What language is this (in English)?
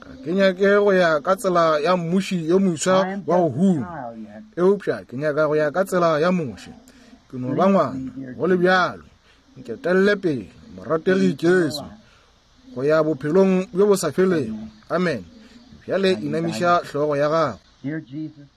Northern Sotho